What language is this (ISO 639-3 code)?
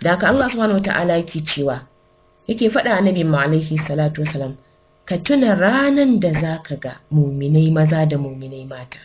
hau